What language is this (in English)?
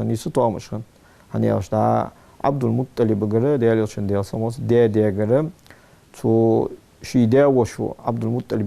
Ingush